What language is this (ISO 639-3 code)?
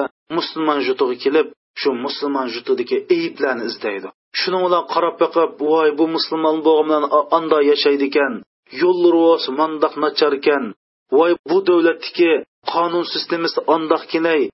uig